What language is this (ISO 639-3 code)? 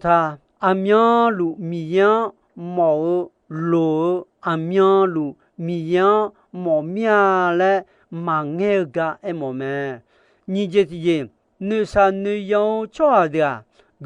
ahk